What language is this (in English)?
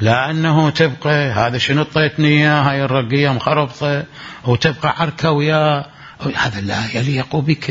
Mesopotamian Arabic